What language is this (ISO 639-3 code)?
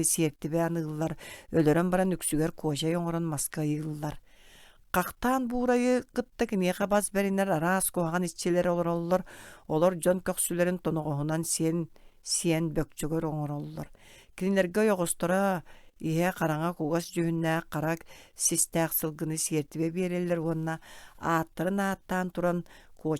sah